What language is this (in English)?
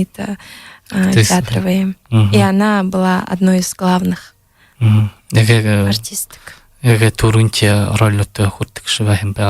Buriat